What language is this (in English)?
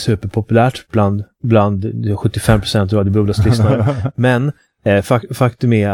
Swedish